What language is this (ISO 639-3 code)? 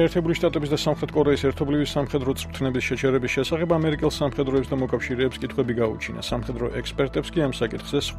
kat